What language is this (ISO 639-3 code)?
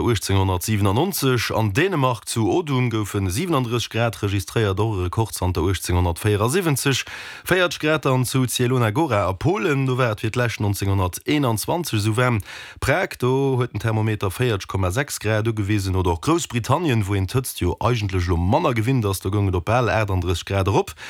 ltz